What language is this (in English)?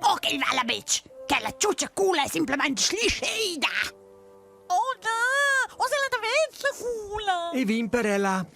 Romansh